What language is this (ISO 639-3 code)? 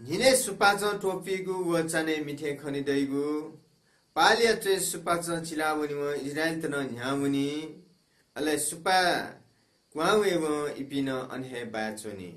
new